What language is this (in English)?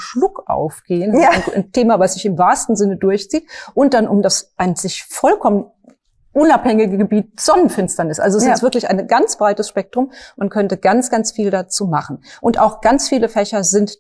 German